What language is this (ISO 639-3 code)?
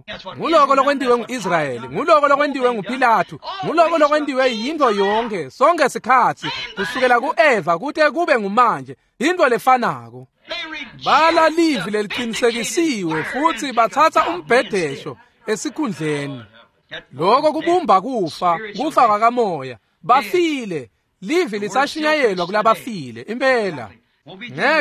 ssw